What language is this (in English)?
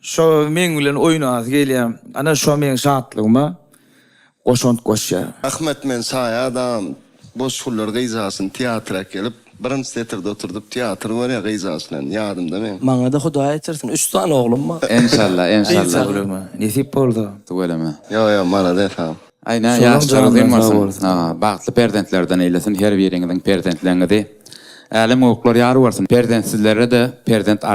Turkmen